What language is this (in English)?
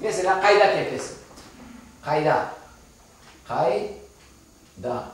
Crimean Tatar